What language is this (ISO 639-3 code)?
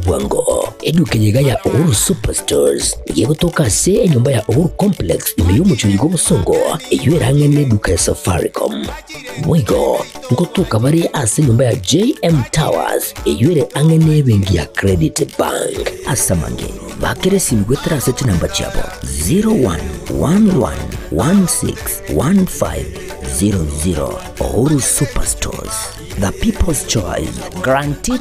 guz